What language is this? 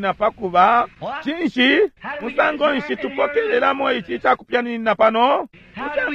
Bemba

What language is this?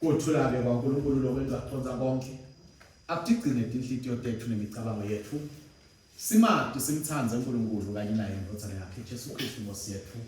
Swati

